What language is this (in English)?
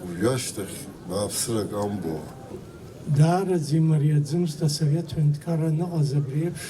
Abkhazian